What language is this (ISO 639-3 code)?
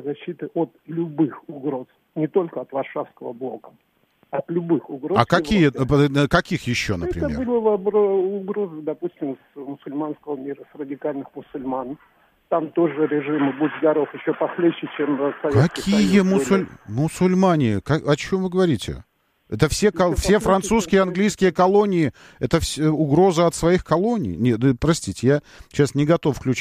rus